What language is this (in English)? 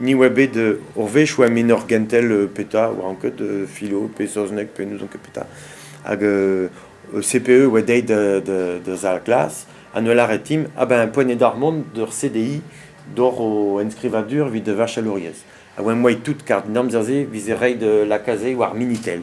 Breton